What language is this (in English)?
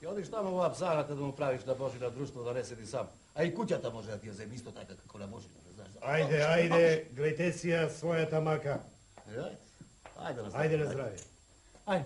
Macedonian